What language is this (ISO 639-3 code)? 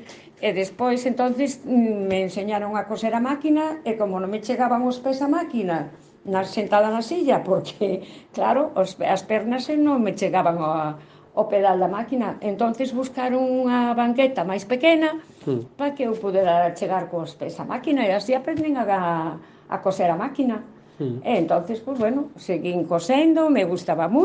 glg